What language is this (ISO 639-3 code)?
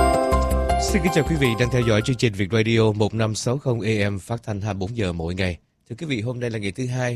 vie